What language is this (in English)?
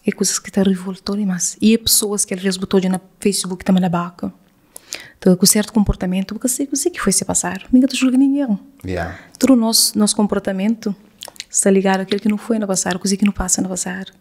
Kabuverdianu